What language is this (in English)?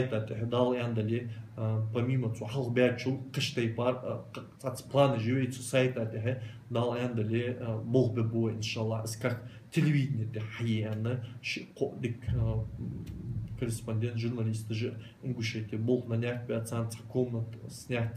Ingush